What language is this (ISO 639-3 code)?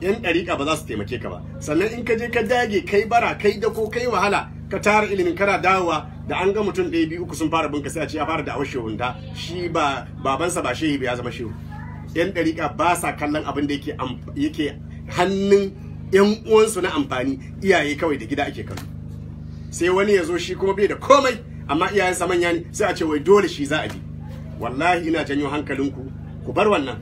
hau